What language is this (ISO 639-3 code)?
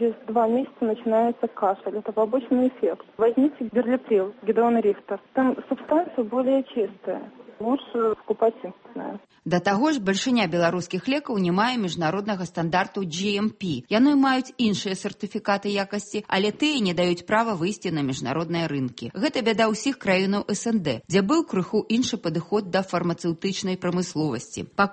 bel